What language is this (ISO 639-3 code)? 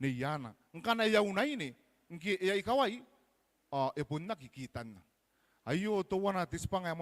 gil